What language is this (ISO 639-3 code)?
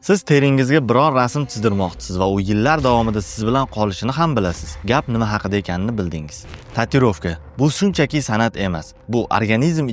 uzb